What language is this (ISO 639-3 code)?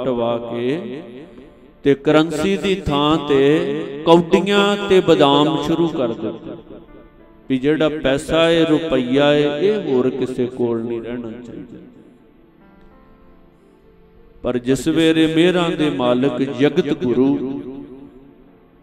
pan